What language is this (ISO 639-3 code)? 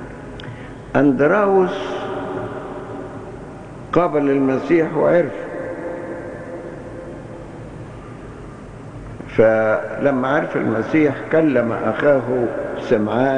ara